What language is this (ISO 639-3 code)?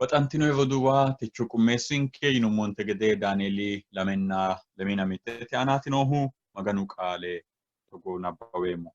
sid